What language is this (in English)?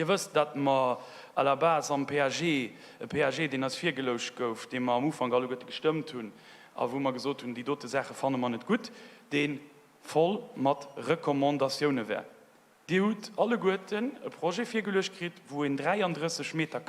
Luxembourgish